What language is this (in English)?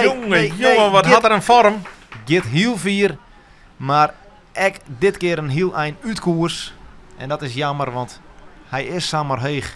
Western Frisian